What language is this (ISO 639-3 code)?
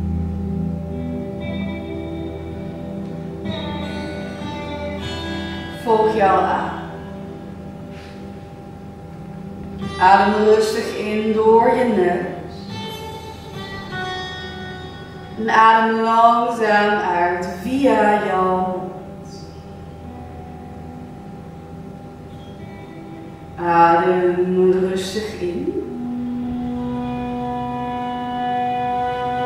nld